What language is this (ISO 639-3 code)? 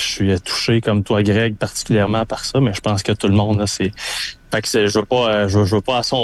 fra